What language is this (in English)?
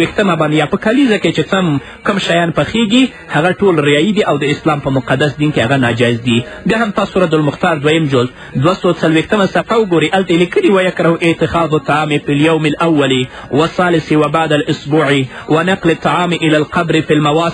Pashto